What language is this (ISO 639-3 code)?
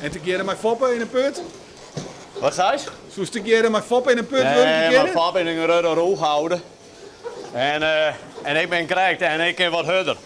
fry